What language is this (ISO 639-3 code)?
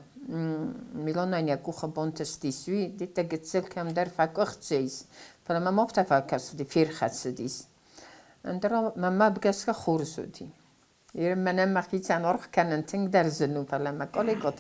oss